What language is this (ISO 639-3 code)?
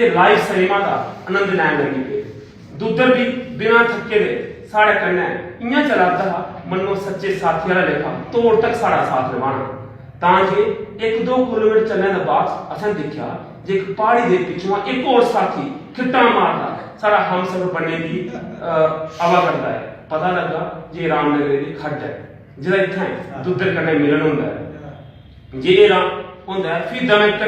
doi